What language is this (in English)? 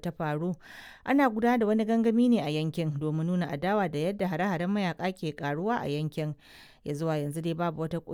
Hausa